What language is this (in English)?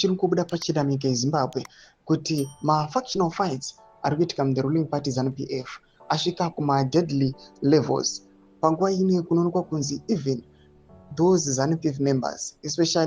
Shona